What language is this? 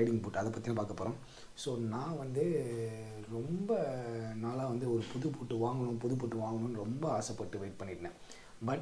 Tamil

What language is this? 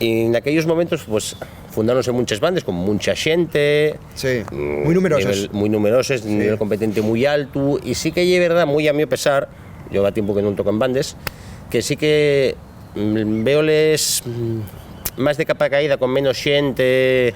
Asturian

